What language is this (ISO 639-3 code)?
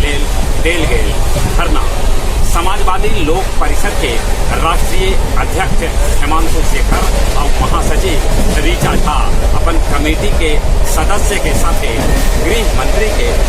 mag